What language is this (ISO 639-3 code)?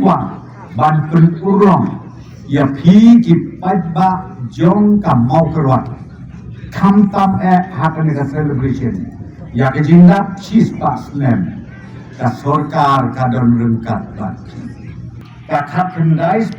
kha